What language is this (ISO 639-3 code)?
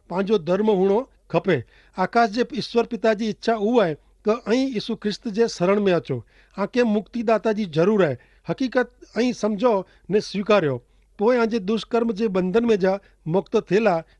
kfr